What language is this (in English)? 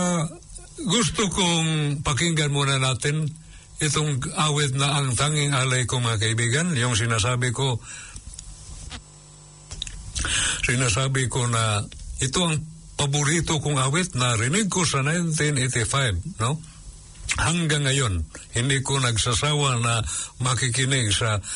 Filipino